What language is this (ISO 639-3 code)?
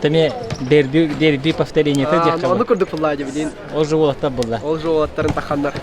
sah